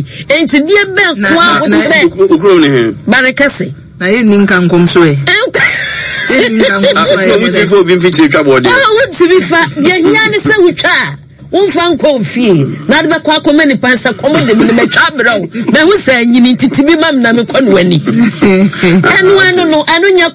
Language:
Akan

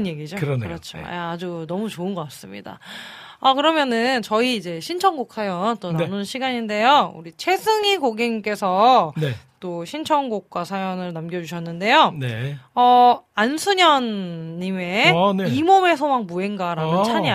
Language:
Korean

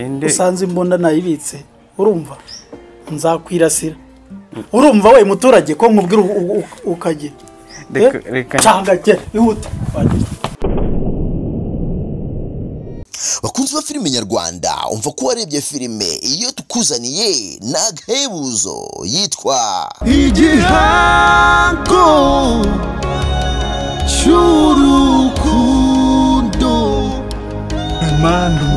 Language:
Kinyarwanda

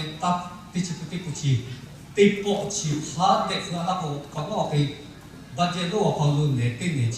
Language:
Lahu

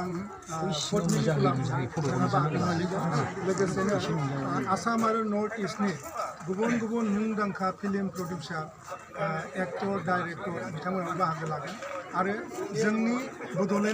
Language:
Bodo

